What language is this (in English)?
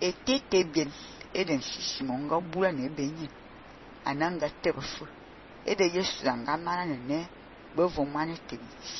Fang